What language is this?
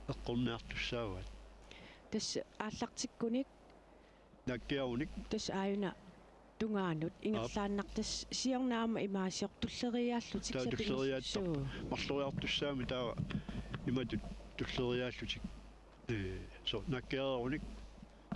Kalaallisut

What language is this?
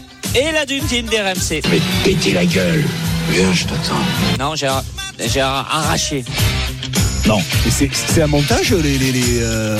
French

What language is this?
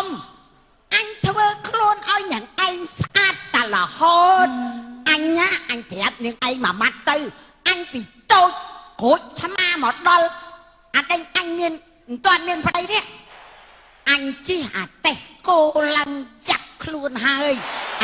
Khmer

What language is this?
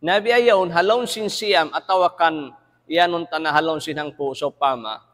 Tausug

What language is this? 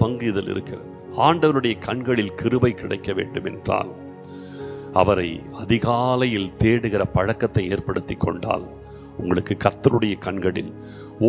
Tamil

